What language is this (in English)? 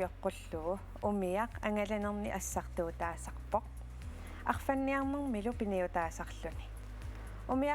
Kalaallisut